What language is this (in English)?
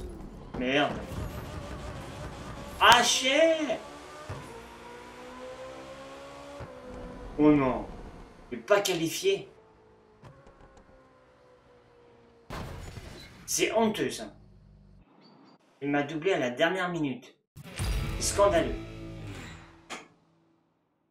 French